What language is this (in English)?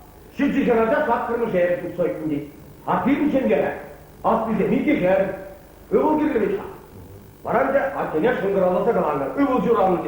Chuvash